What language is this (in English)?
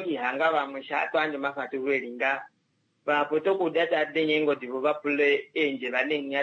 Kuanyama